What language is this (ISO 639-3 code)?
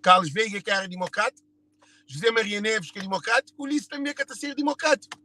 kea